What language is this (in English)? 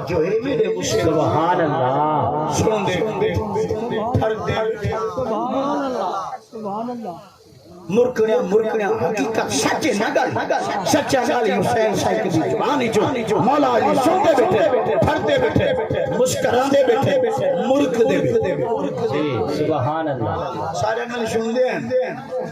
Saraiki